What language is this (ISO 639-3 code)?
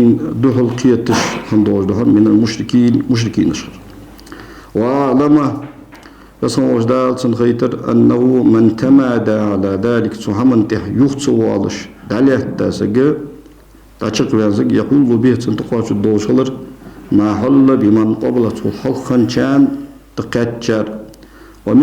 inh